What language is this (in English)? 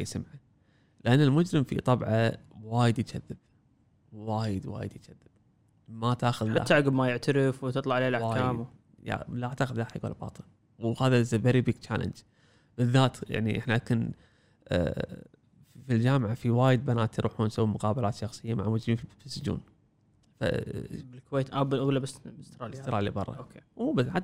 Gulf Arabic